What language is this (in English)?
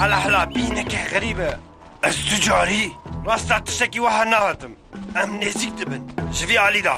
Kurdish